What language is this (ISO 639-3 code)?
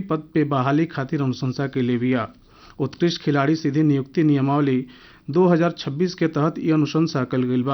bho